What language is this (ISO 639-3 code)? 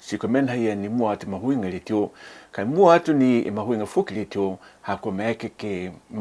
niu